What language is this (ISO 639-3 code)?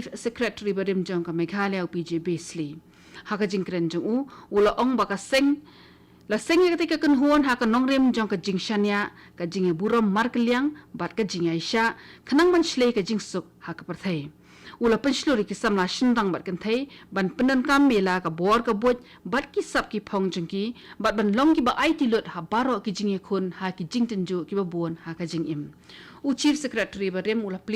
kha